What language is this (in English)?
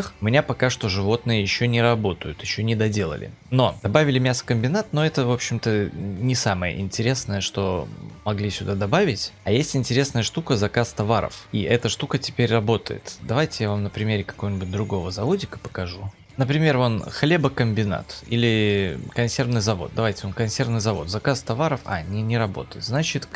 Russian